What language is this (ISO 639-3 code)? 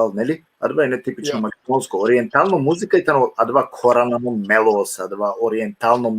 rmn